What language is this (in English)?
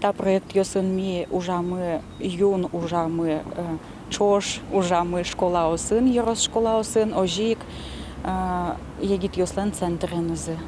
Udmurt